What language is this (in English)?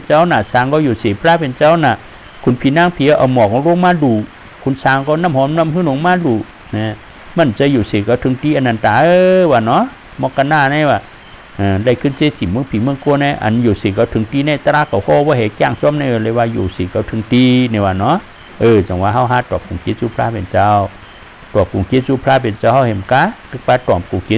Shan